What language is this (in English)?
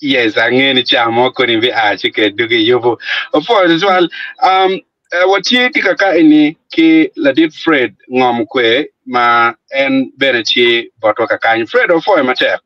Acoli